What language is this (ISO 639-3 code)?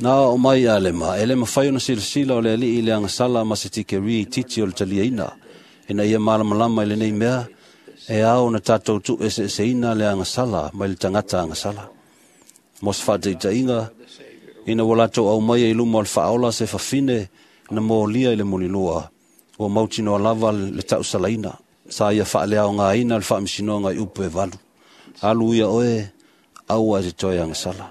smo